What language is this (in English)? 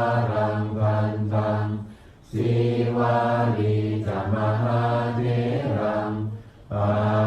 Pali